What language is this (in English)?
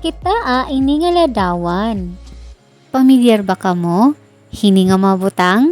Waray